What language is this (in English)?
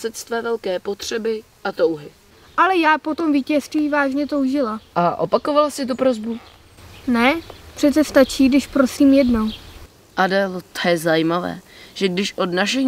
Czech